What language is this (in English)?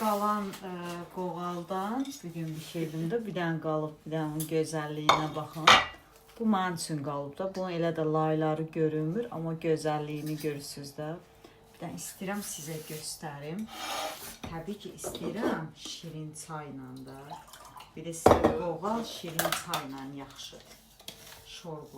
Azerbaijani